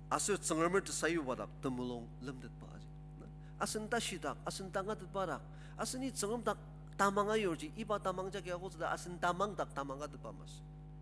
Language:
Ao Naga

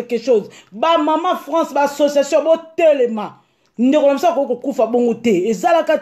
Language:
Lingala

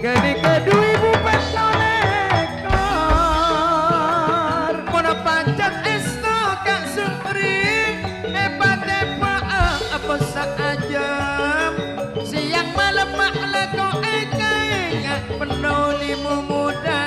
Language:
Madurese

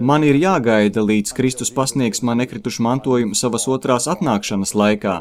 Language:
Latvian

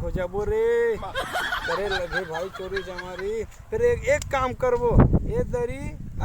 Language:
Chhattisgarhi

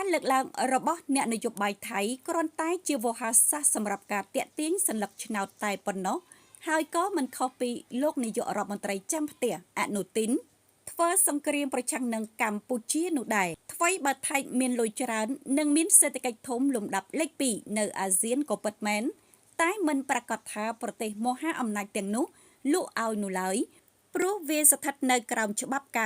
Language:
Khmer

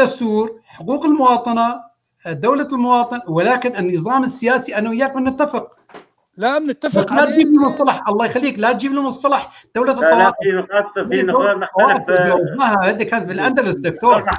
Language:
North Levantine Arabic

